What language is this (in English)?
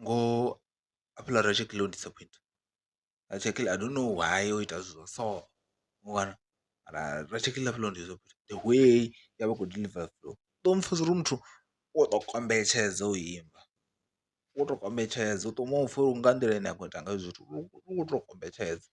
Venda